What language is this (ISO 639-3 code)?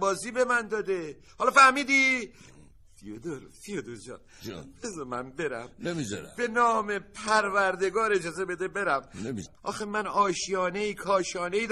fas